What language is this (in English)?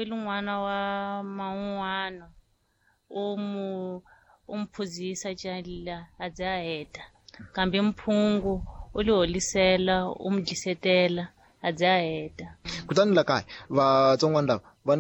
Tsonga